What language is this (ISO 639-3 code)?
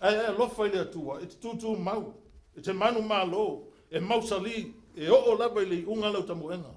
smo